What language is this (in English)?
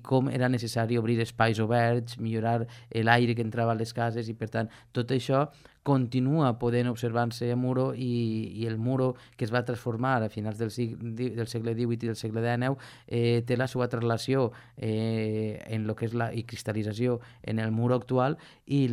Catalan